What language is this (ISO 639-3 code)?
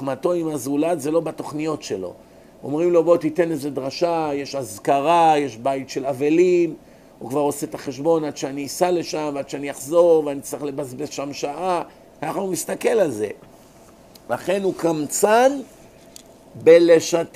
heb